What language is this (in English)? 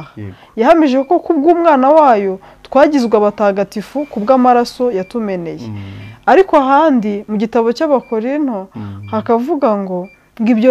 Kinyarwanda